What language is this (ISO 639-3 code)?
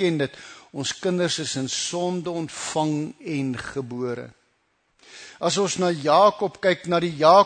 afr